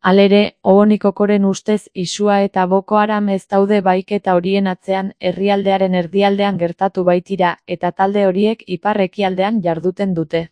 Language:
Basque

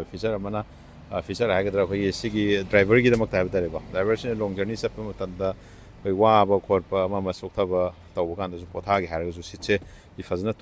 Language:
Manipuri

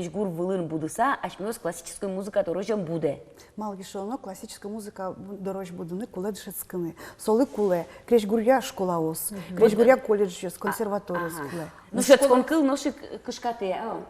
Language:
Udmurt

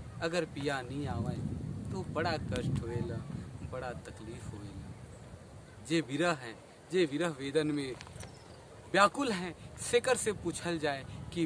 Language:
Sadri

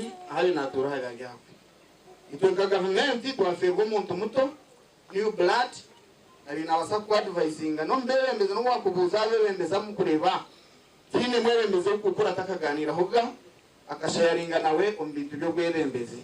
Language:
Nyankole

